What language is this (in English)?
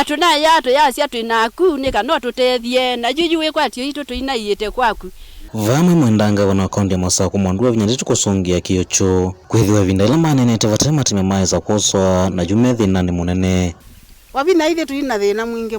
Kamba